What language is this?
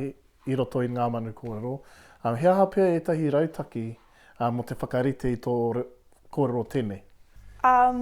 Māori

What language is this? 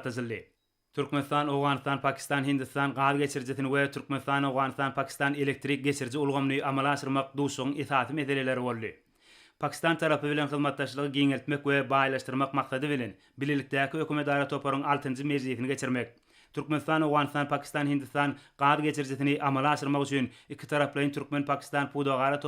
Turkmen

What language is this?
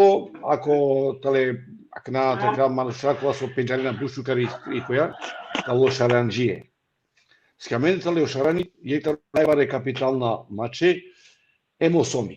Balkan Romani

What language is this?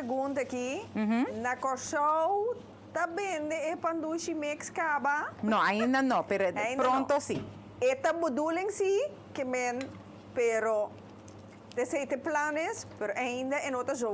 Papiamento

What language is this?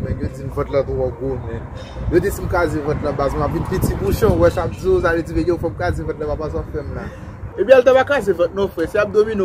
Haitian Creole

